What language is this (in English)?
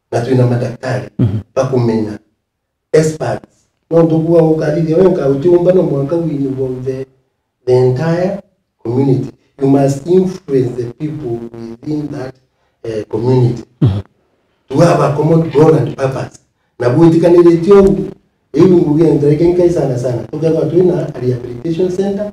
Meru